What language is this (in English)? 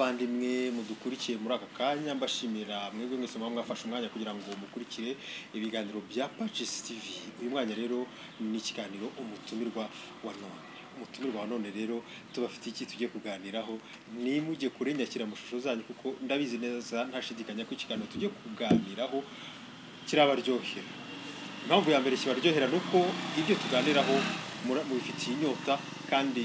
Kinyarwanda